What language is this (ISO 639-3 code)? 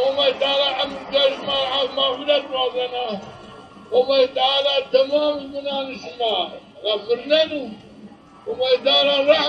zza